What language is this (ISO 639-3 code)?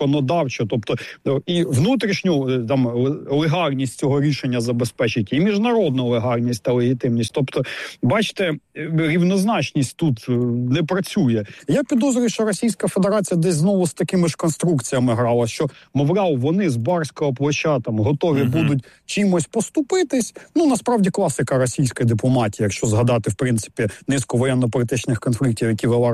ukr